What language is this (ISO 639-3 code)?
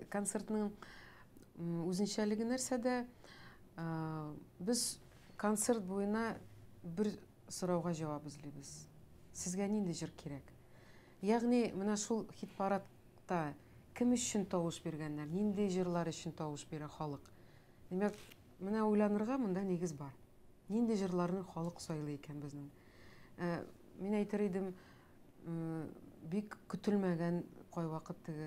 tat